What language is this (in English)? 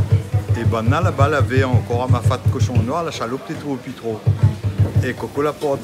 Réunion Creole French